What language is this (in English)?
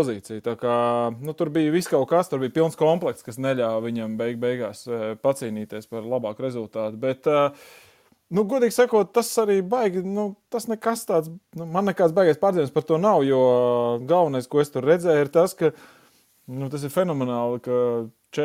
Latvian